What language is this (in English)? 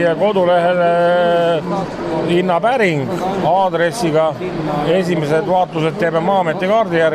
Estonian